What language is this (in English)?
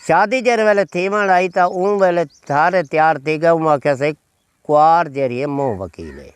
Saraiki